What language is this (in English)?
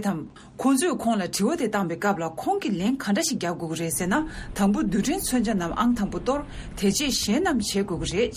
Tibetan